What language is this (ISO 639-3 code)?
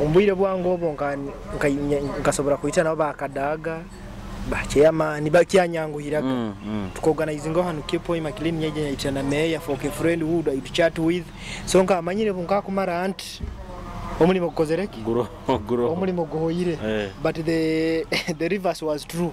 nyo